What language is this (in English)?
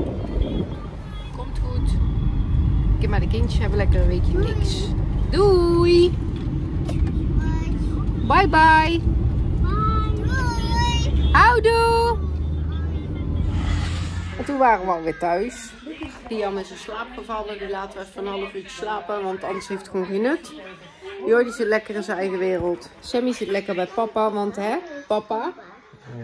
Dutch